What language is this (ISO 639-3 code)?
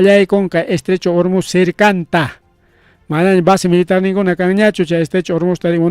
quy